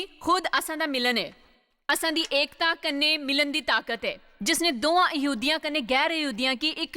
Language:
Dogri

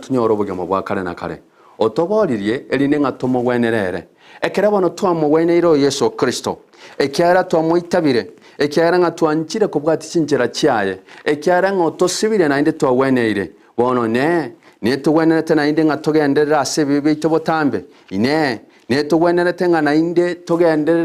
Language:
Gusii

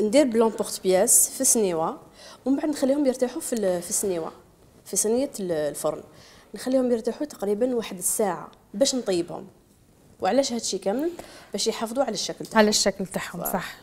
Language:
Algerian Arabic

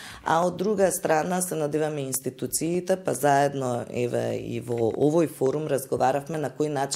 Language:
Macedonian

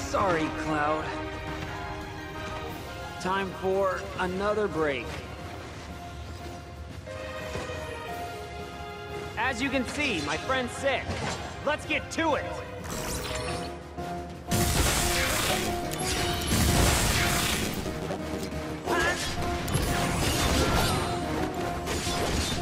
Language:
English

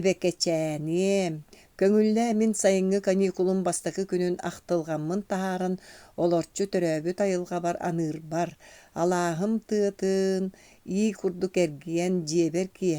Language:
Yakut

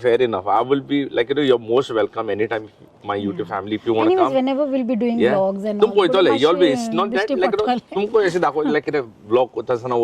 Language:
Konkani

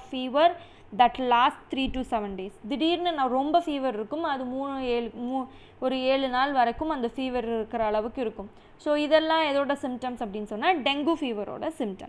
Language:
Tamil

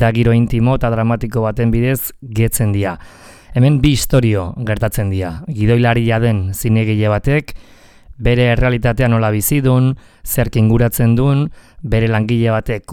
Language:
Basque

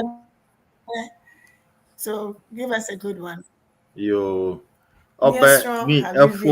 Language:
Ewe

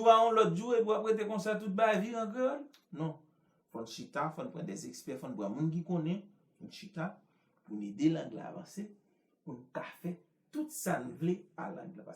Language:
Haitian Creole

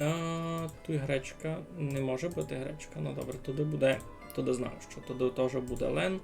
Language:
Rusyn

